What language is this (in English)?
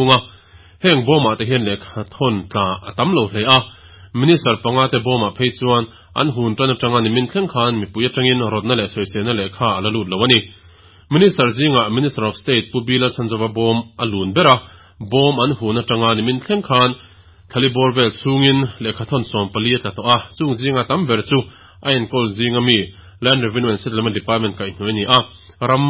Mizo